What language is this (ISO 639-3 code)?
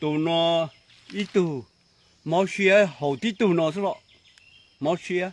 hmn